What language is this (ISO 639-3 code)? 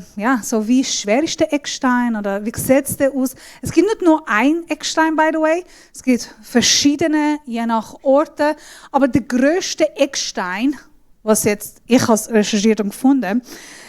gsw